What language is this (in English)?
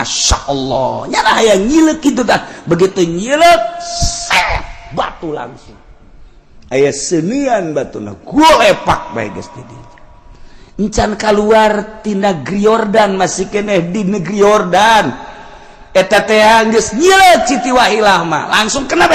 Sundanese